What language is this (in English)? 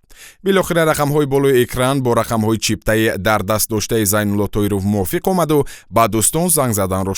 Tajik